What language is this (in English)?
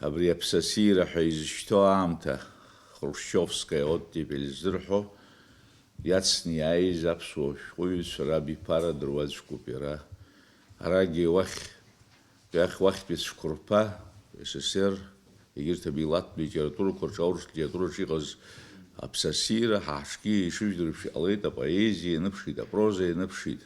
Abkhazian